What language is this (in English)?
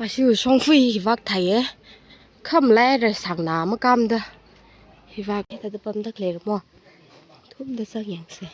Tangkhul Naga (India)